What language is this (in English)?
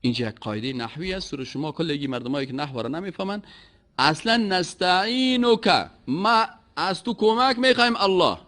Persian